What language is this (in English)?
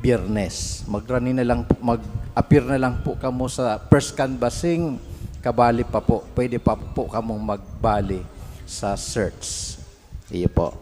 Bikol